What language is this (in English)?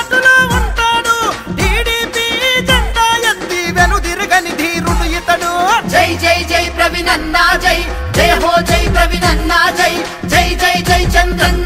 Telugu